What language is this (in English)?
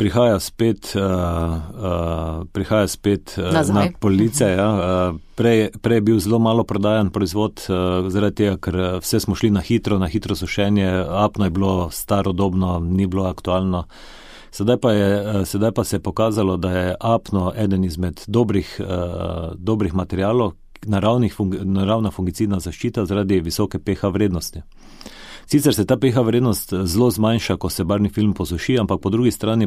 Slovenian